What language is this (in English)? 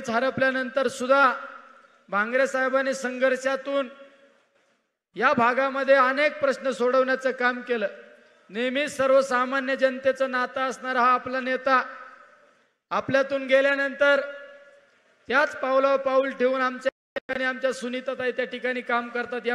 Marathi